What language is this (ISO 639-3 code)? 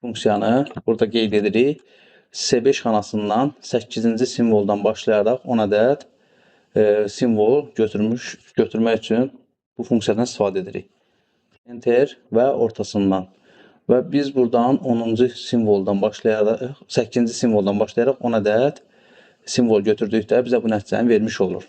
aze